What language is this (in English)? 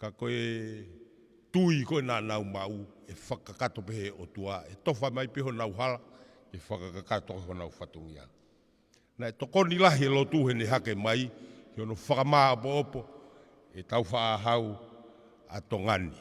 Tongan